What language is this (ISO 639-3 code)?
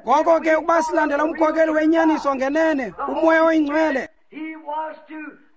xho